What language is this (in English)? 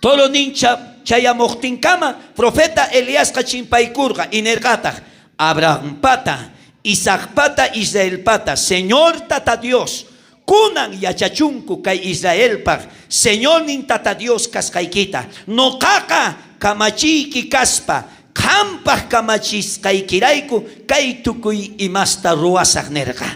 South Bolivian Quechua